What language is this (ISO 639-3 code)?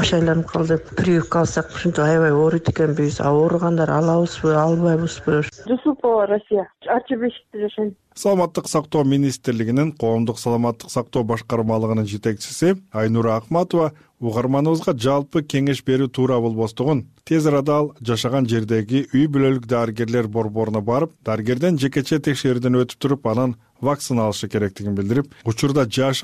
kir